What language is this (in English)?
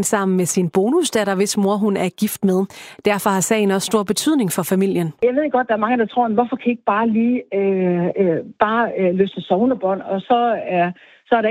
Danish